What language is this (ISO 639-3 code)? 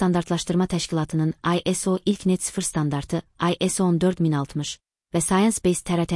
aze